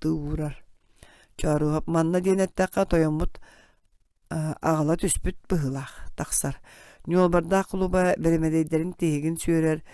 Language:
Yakut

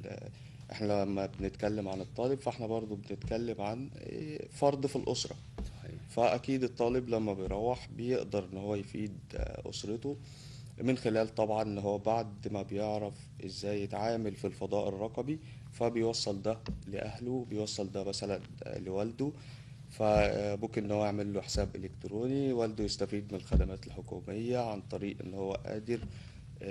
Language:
Egyptian Arabic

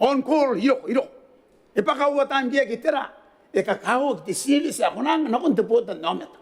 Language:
Gilbertese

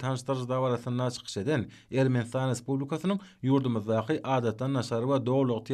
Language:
Turkmen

